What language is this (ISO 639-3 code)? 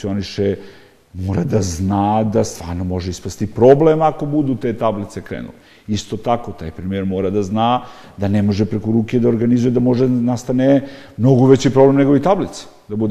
srp